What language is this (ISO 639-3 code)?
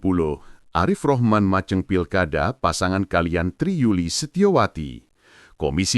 jav